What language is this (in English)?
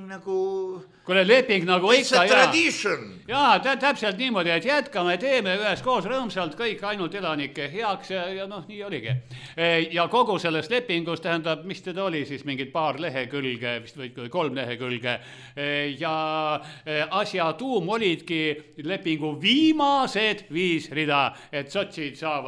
Estonian